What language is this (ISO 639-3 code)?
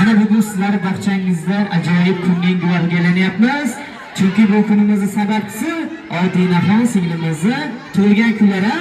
uzb